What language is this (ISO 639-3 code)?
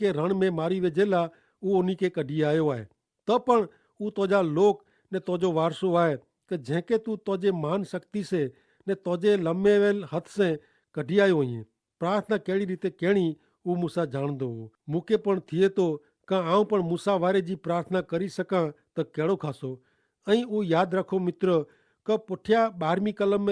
kfr